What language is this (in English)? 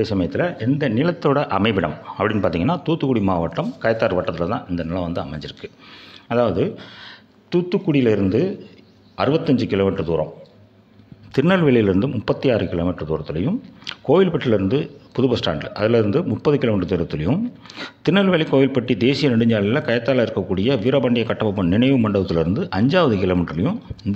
Tamil